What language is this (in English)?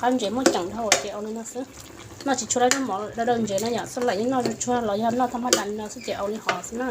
Hmong